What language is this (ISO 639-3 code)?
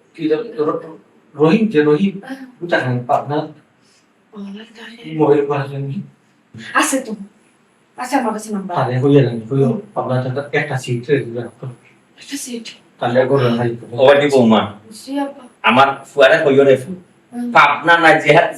syl